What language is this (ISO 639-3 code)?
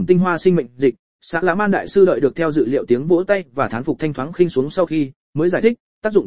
vie